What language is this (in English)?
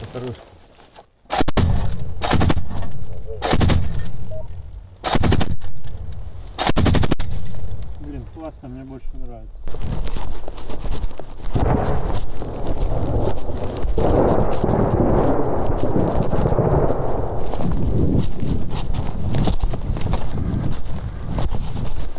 Slovak